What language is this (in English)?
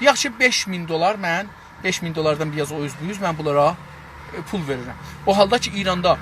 South Azerbaijani